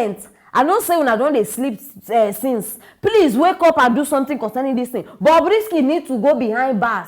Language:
Nigerian Pidgin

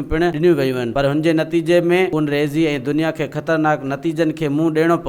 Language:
Sindhi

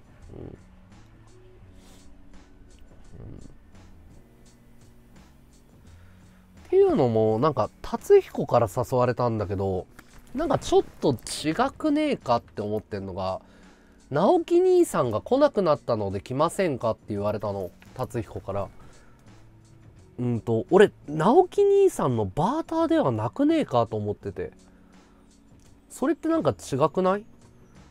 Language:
Japanese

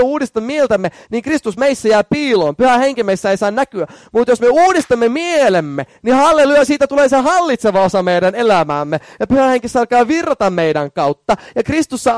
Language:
Finnish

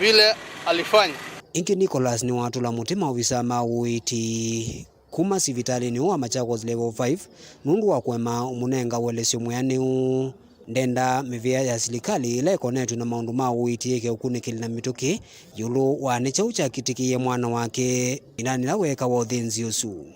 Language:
Kamba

